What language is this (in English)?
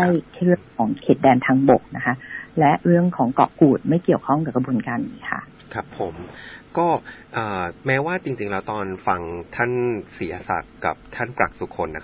Thai